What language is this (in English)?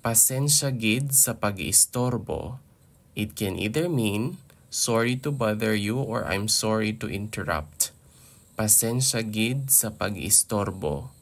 Hiligaynon